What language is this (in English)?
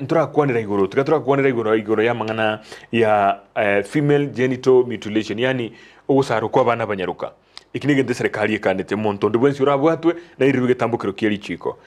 Gusii